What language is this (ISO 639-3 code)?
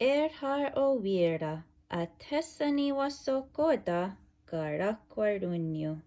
moh